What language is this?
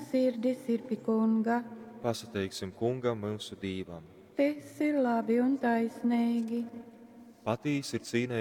Latgalian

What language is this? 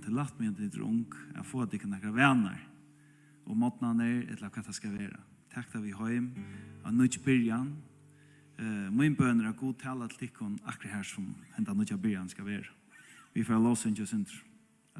Faroese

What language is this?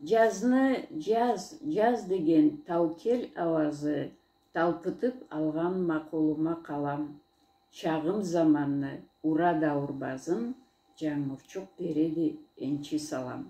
Karachay-Balkar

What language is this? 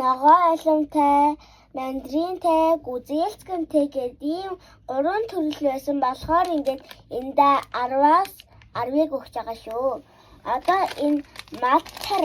Mongolian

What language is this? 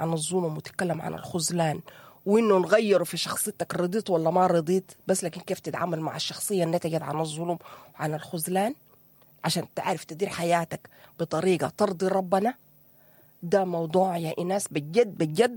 Sudanese Arabic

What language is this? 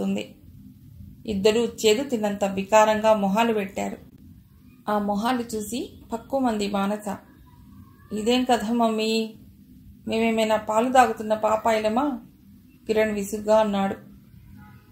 Telugu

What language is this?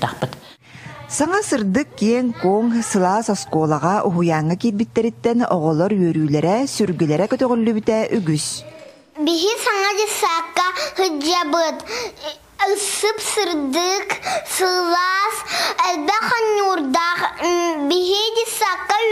Yakut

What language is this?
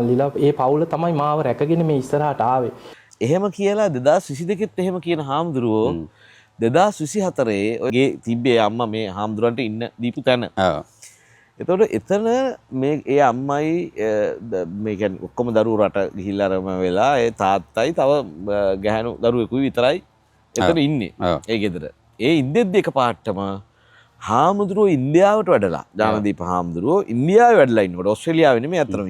Sinhala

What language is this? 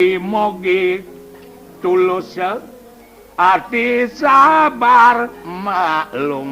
Balinese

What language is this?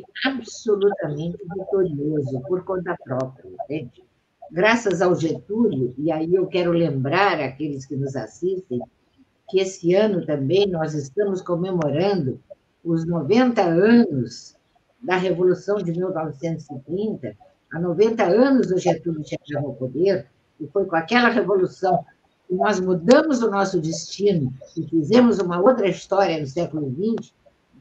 Portuguese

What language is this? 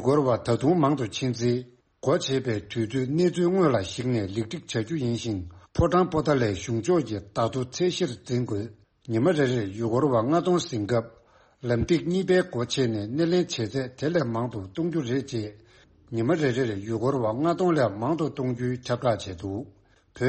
Tibetan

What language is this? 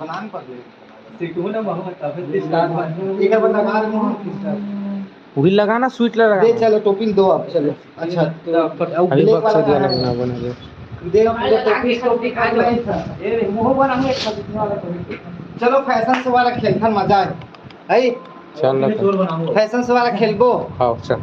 Chhattisgarhi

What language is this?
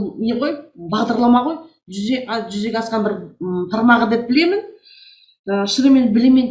Kazakh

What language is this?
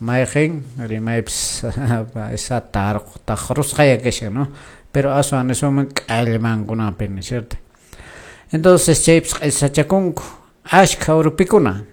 Quechua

